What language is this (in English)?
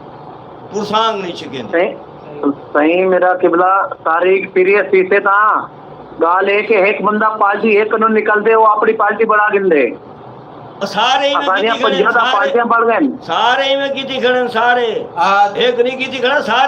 Saraiki